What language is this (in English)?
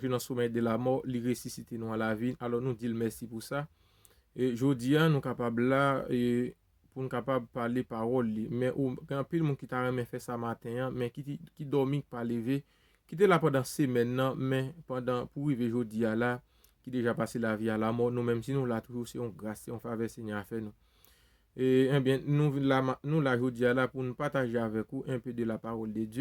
Haitian Creole